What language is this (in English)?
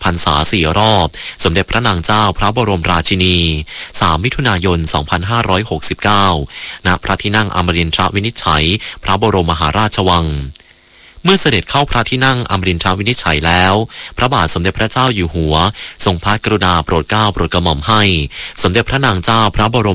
Thai